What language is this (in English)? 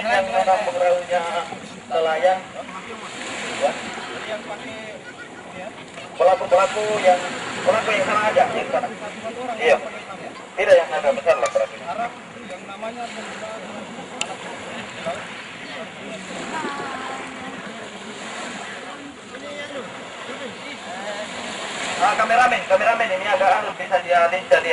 Indonesian